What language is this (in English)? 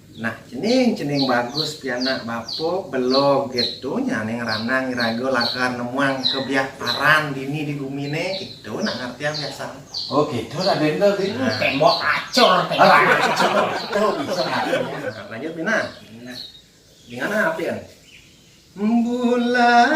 Balinese